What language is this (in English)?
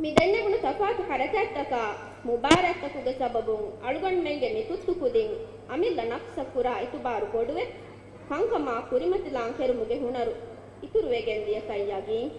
Divehi